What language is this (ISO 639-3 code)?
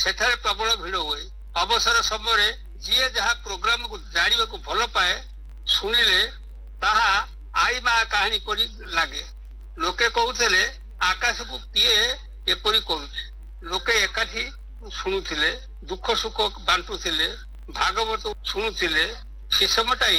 ori